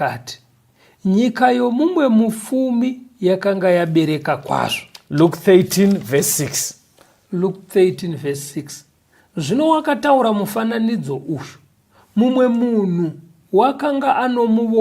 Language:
Shona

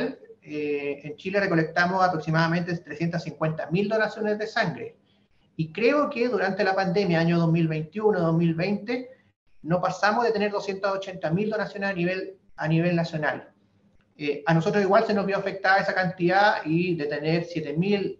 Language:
Spanish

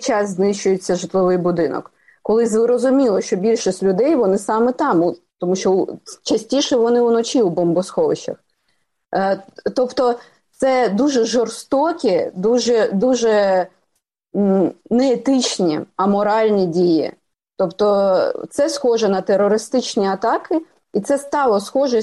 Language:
Ukrainian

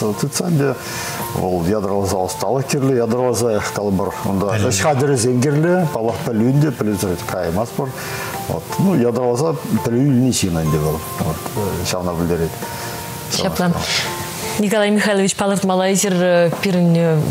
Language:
Chuvash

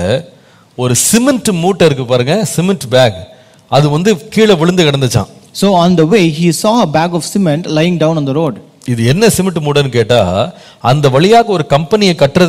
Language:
Tamil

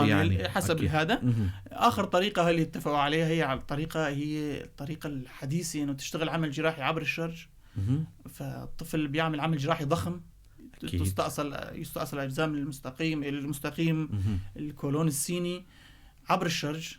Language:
North Levantine Arabic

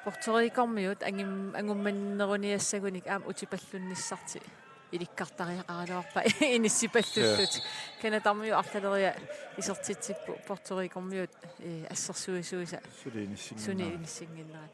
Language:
Kalaallisut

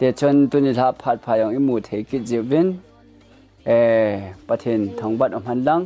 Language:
Thado Chin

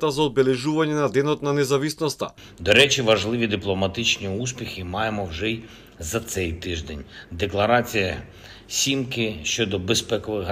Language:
Macedonian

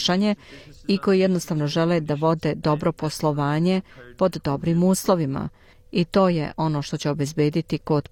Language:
Serbian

